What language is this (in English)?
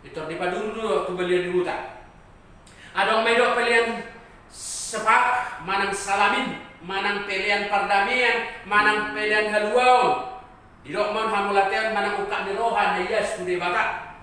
Batak Toba